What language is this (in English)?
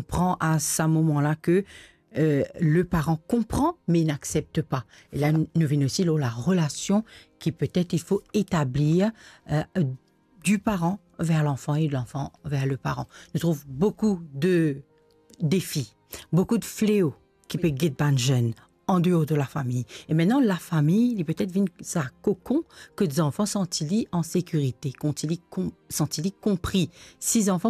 Morisyen